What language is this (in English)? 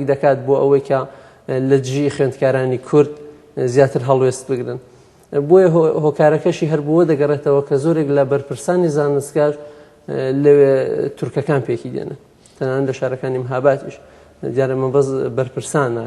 Central Kurdish